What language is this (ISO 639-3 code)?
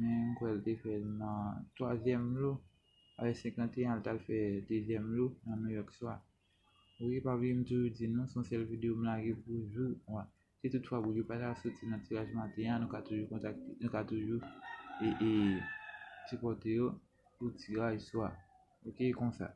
hat